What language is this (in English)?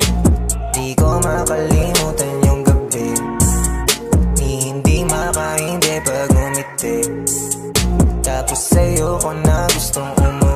Filipino